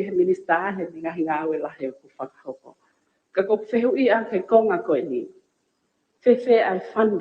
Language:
Tongan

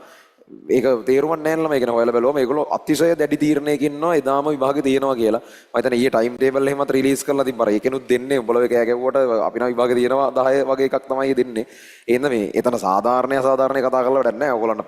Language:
Sinhala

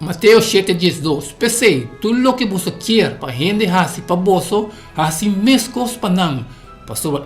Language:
Papiamento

